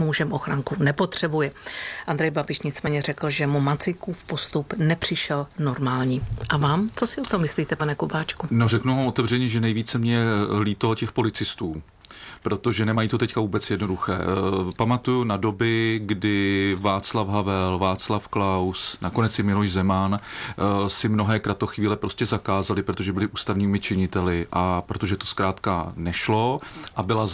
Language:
Czech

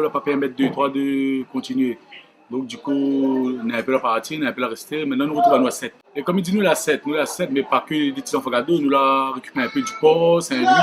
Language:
Réunion Creole French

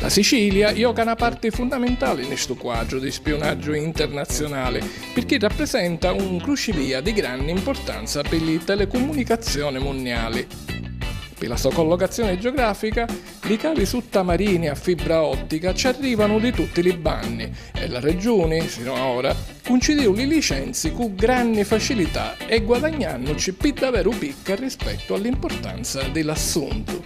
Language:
Sicilian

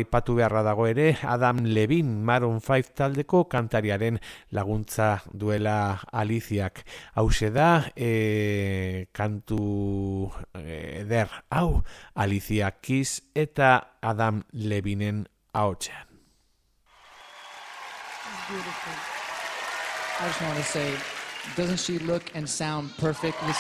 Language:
Basque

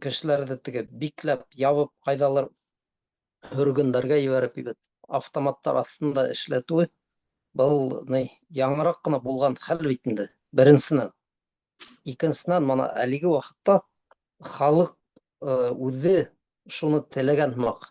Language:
Bashkir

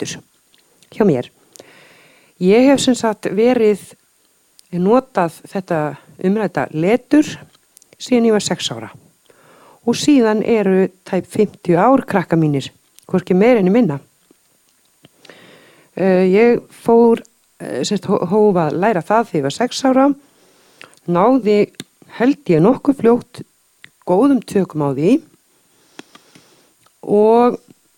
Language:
Icelandic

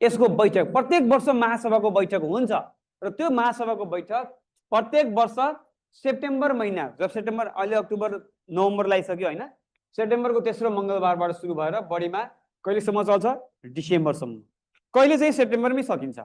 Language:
Nepali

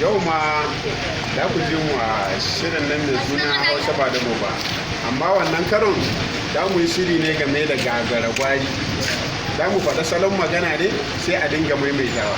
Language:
Hausa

